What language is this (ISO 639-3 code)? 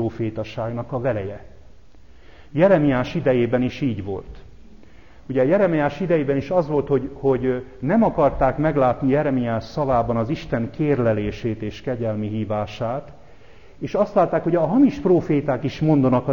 hun